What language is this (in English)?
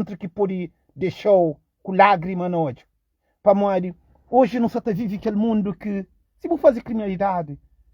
Kabuverdianu